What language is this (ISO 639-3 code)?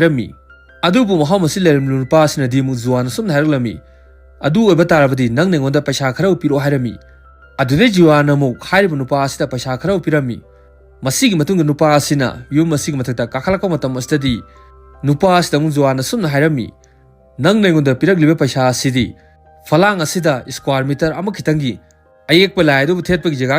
mni